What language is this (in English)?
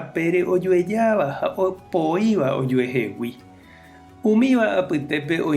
Guarani